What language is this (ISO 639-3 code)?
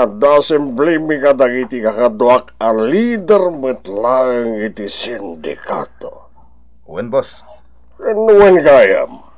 ilo